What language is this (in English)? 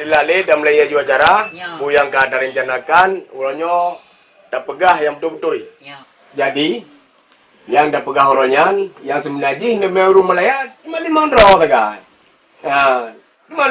Achinese